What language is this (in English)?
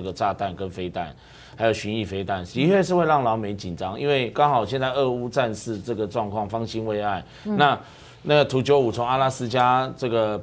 Chinese